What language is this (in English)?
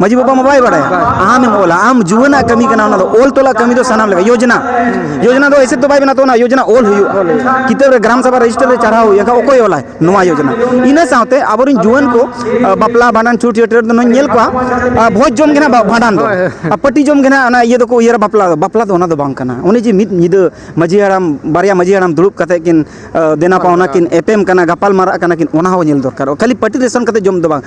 Santali